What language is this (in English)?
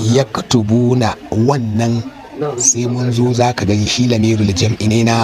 Hausa